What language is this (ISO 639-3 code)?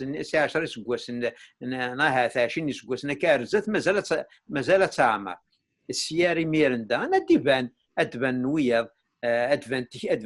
kab